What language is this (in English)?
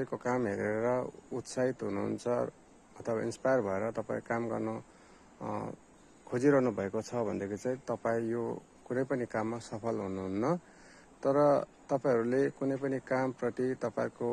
Nepali